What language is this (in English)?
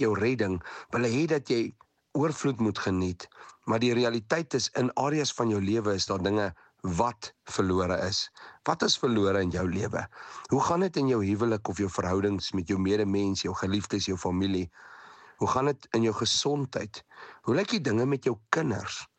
Afrikaans